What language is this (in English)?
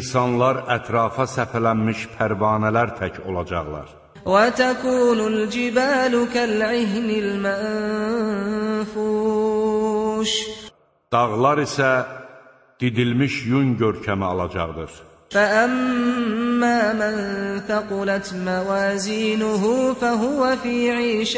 Azerbaijani